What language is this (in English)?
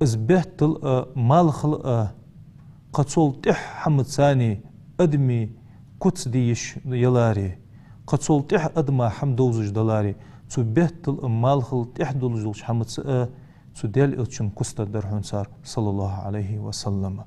Ingush